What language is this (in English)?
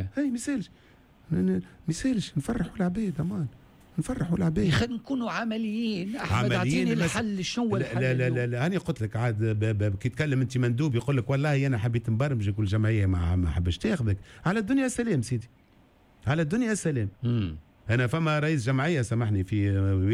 Tunisian Arabic